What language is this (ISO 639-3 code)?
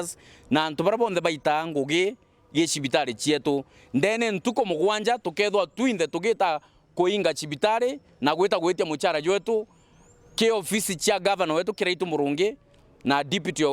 mer